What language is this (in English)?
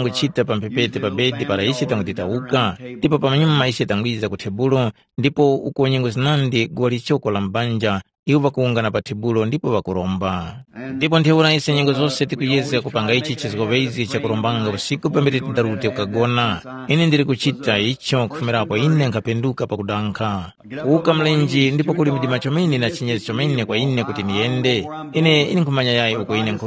Tumbuka